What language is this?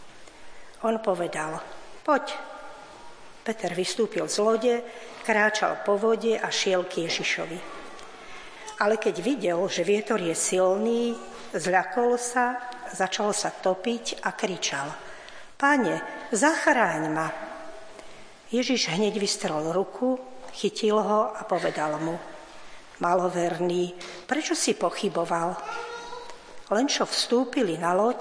Slovak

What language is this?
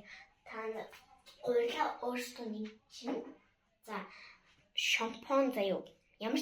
Mongolian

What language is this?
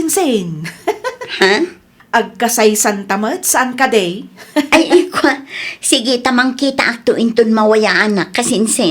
Iloko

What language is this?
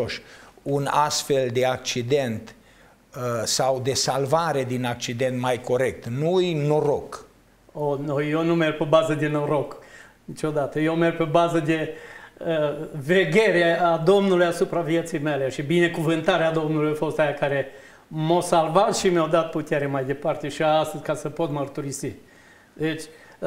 Romanian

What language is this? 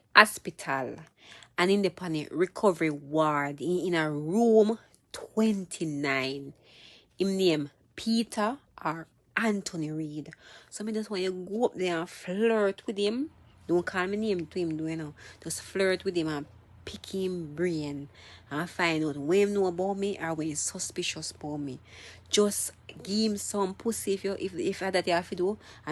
Jamaican Creole English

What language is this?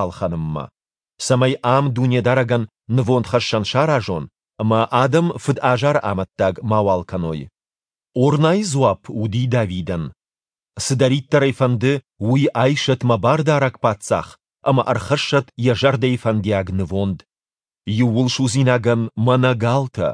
Ossetic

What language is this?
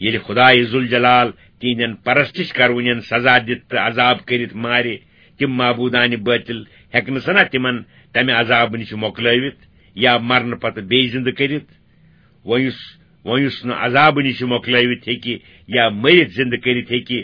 Kashmiri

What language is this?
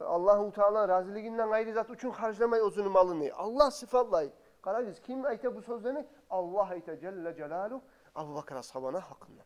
Kumyk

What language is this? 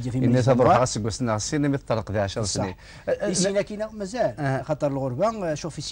Kabyle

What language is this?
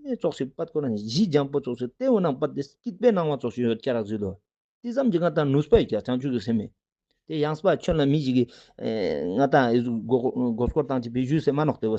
Ladakhi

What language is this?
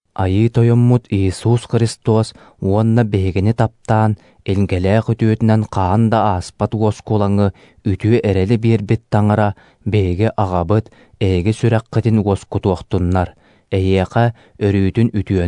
Yakut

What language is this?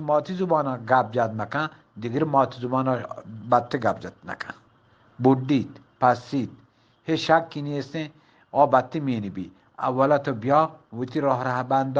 Eastern Balochi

